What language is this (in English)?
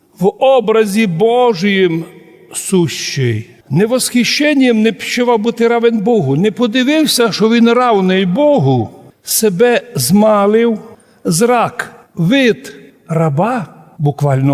Rusyn